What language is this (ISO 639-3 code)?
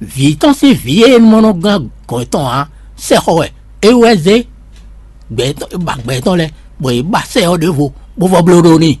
fon